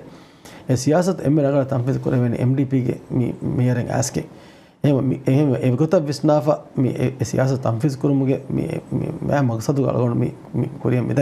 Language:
Divehi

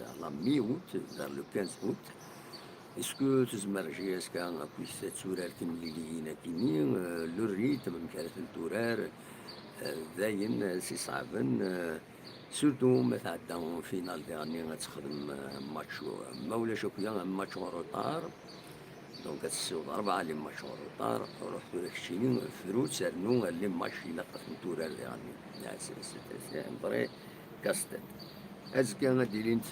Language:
Kabyle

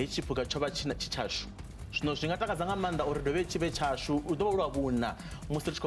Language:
Venda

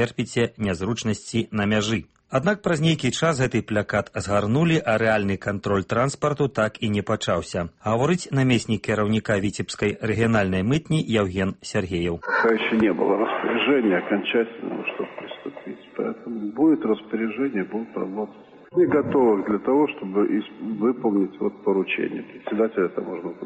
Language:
Belarusian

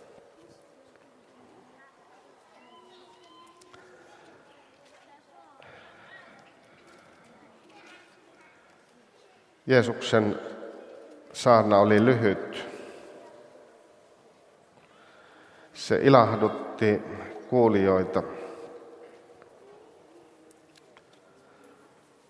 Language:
Finnish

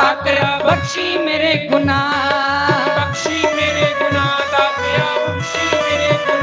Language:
Dogri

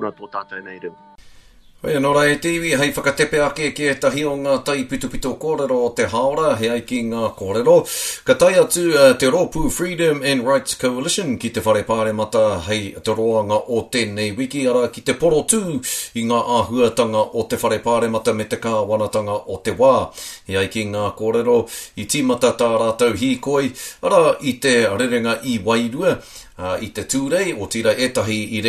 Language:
Māori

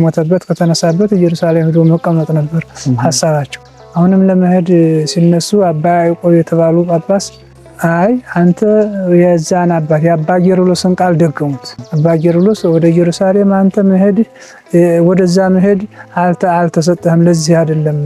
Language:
Amharic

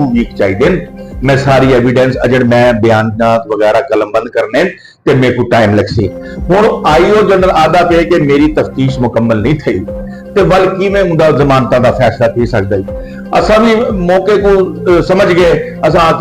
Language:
Saraiki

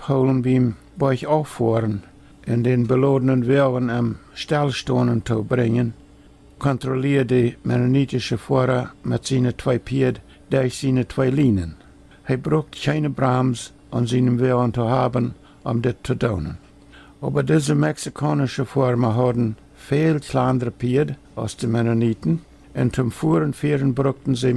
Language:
Plautdietsch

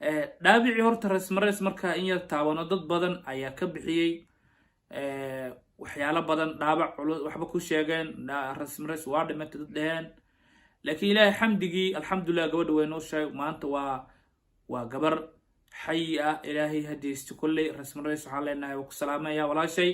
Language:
Somali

